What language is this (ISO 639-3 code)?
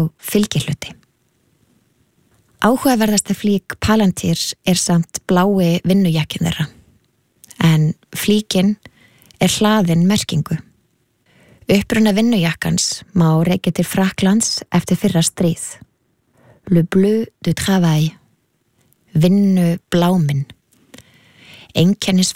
isl